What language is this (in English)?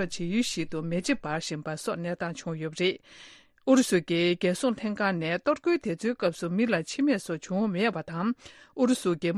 Tibetan